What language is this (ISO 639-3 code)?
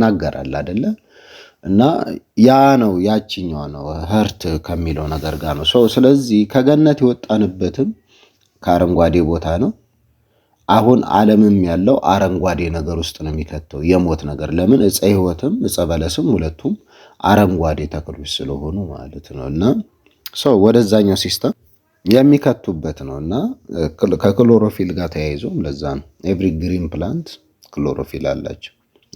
amh